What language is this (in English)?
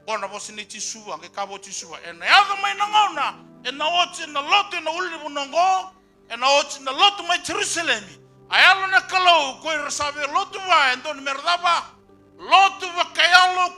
Fijian